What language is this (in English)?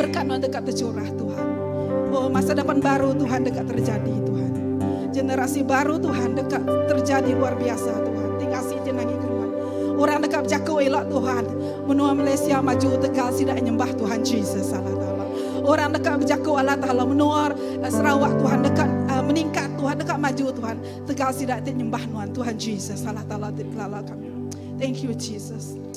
Iban